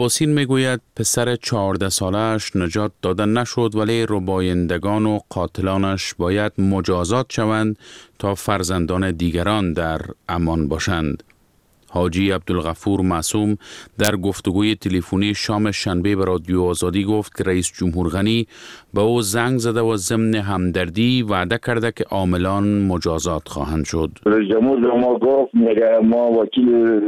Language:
Persian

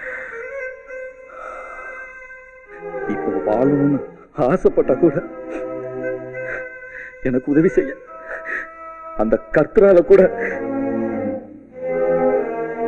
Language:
Tamil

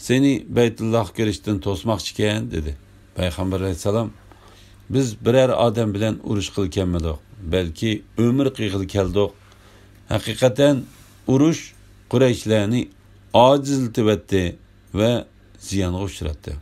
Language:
Uyghur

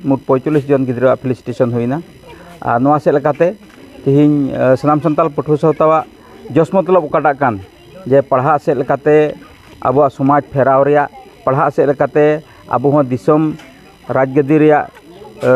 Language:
Santali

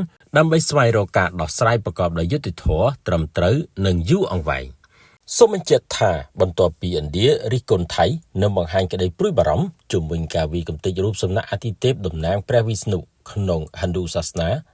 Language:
Khmer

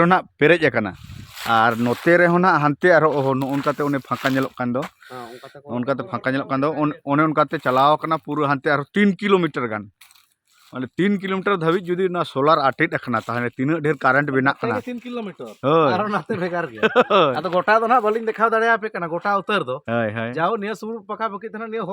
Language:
Santali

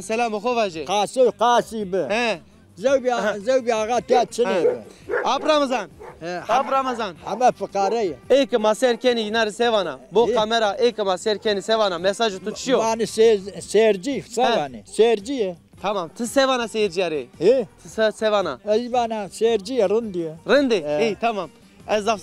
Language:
Zaza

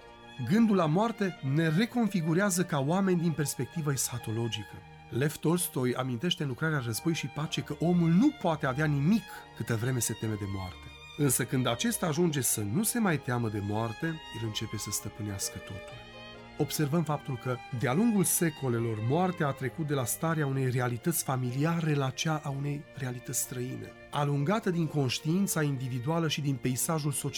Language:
Romanian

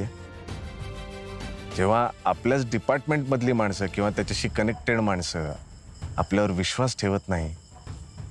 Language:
Marathi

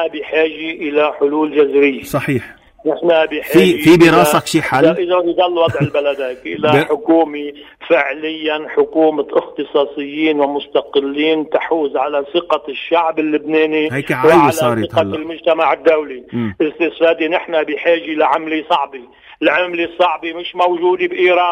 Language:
North Levantine Arabic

